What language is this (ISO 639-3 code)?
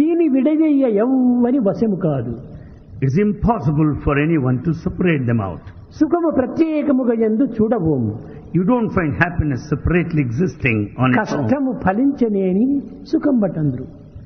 tel